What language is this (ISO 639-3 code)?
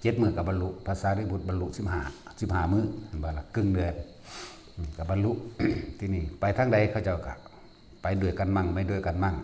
tts